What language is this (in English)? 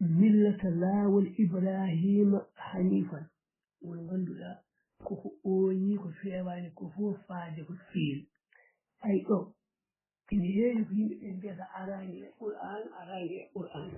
Fula